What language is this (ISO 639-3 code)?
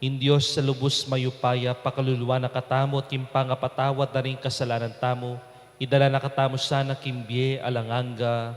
pam